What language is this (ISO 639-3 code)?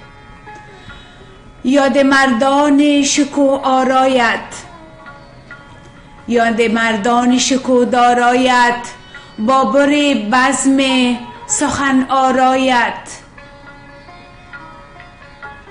fas